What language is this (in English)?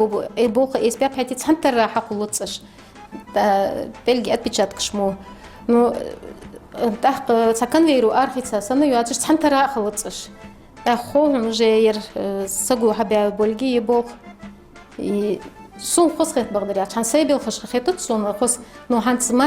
Ingush